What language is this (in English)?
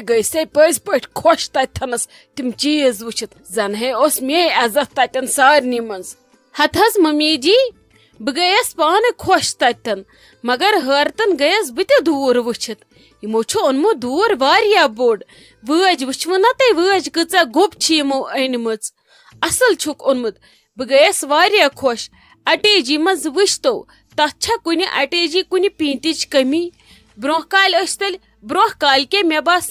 Kashmiri